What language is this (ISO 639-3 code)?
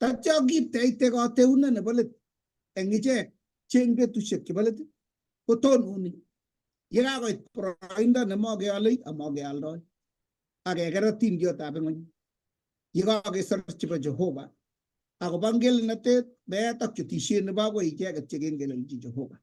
kln